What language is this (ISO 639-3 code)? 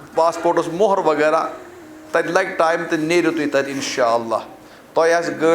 kas